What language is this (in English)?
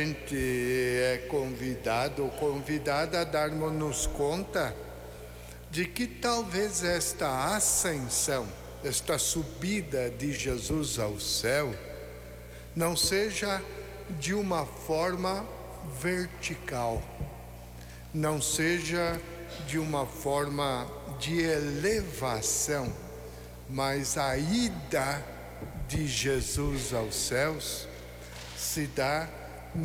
Portuguese